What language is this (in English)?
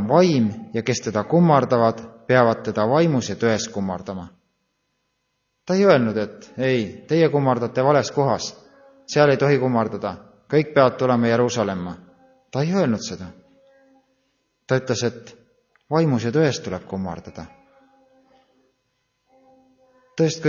Estonian